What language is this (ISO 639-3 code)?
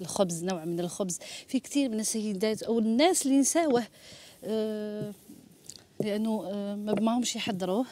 arq